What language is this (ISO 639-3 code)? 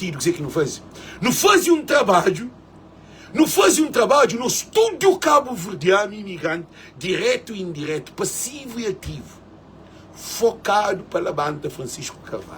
kea